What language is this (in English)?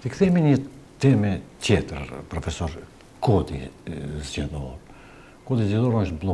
Albanian